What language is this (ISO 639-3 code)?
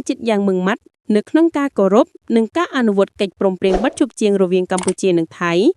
khm